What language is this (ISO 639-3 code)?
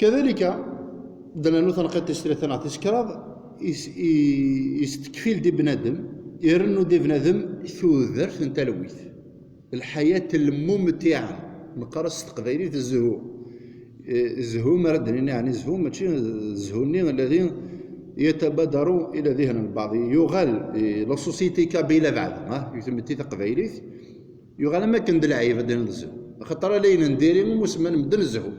kab